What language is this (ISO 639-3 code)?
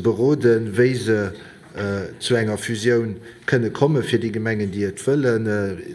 ltz